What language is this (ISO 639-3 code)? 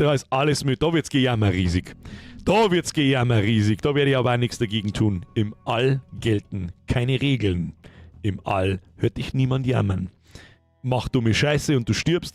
bar